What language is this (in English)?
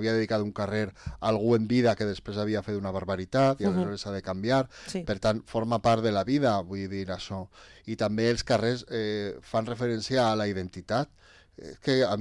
Catalan